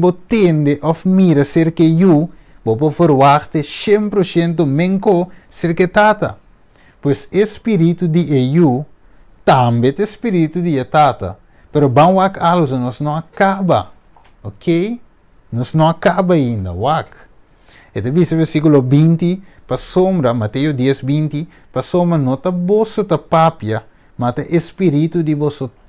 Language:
Papiamento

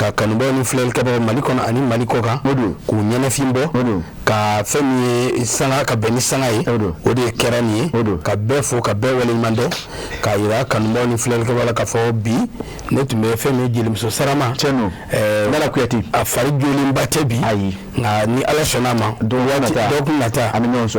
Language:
Bambara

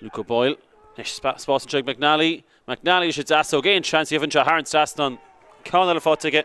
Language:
Irish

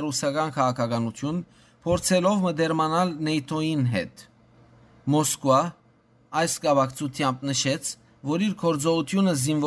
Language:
Western Armenian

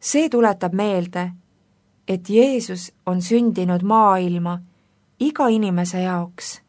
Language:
Estonian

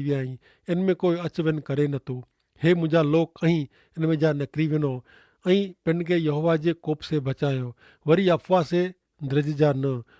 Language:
Kachhi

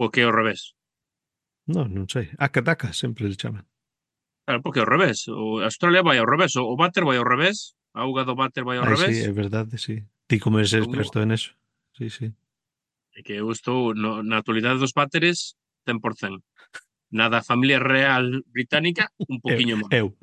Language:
Galician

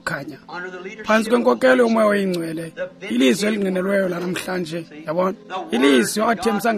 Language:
Xhosa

